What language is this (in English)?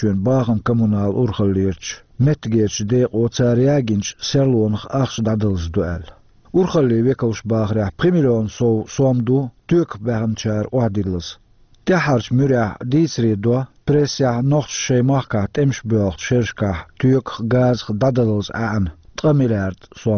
Chechen